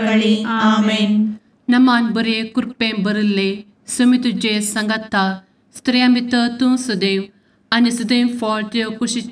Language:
Konkani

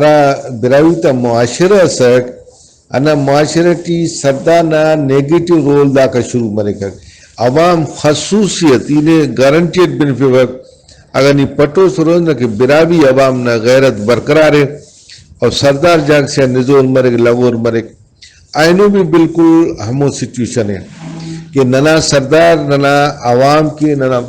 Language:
Brahui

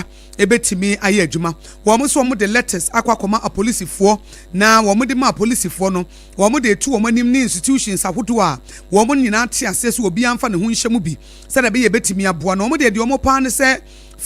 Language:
Akan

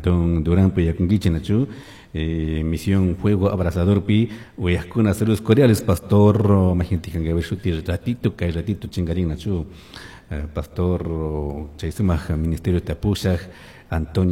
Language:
Chimborazo Highland Quichua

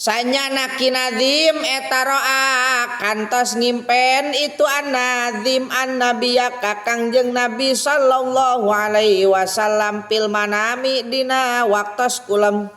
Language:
Sundanese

